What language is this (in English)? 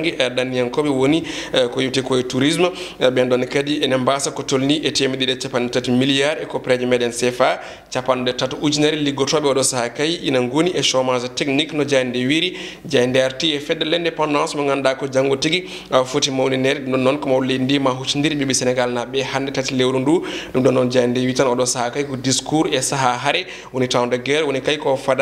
Fula